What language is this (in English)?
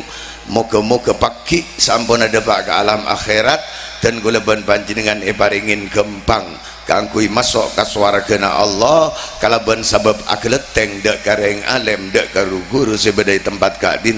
Madurese